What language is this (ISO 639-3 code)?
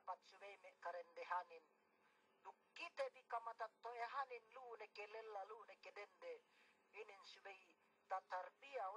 yka